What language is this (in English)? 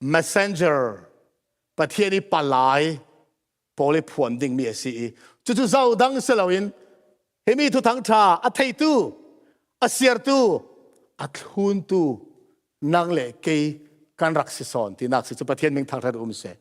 Falam Chin